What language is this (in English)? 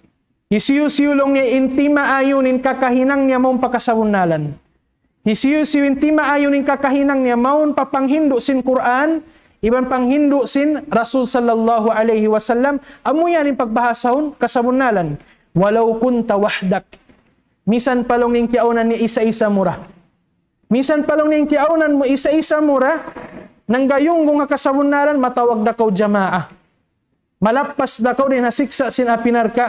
Tausug